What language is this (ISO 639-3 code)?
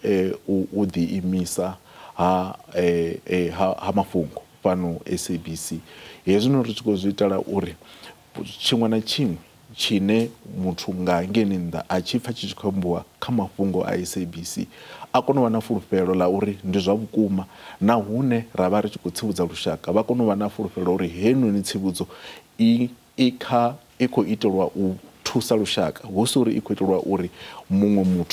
ven